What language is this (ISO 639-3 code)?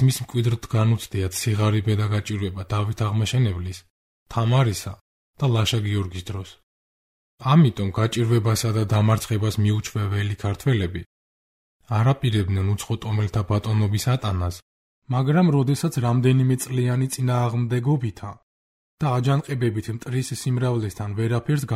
kat